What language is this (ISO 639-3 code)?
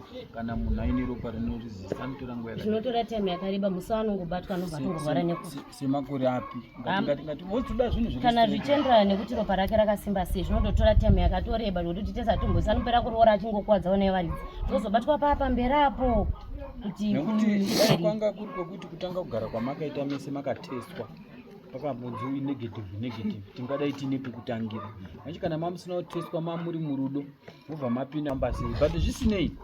sna